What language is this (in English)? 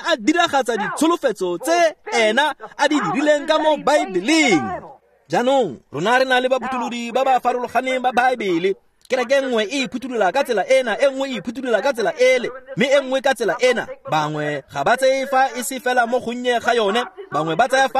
Tswana